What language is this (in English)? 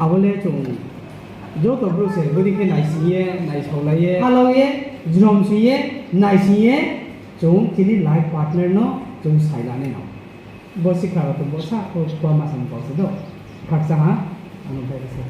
Riang (India)